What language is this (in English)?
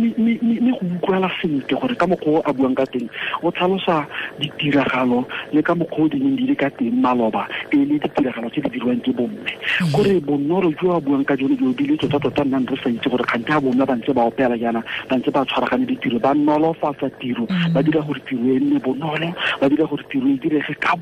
Tswana